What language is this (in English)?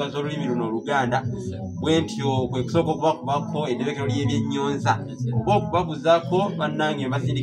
Ganda